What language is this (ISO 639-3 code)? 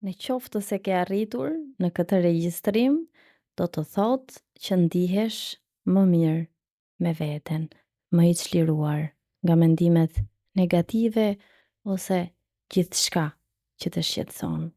sqi